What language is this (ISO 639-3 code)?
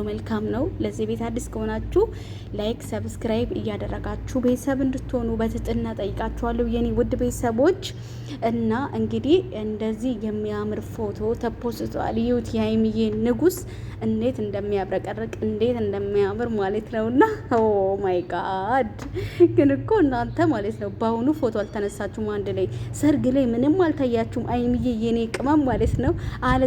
amh